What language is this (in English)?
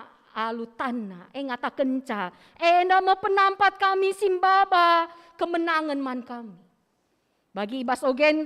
Batak Karo